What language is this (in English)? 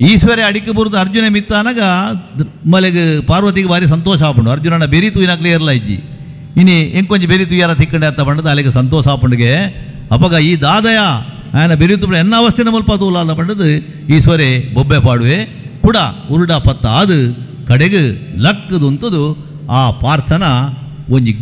Tulu